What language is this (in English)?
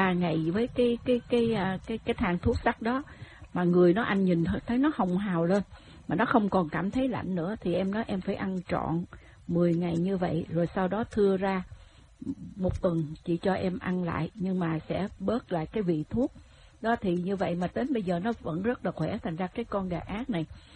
Vietnamese